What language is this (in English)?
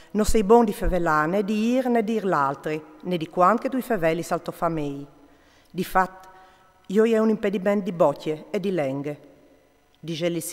Friulian